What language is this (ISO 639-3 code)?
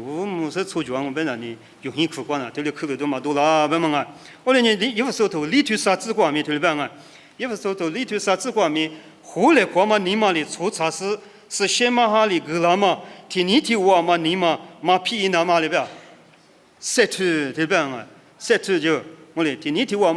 lis